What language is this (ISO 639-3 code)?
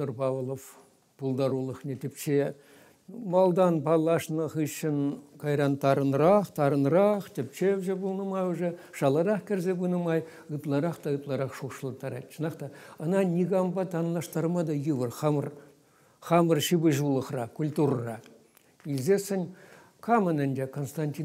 chv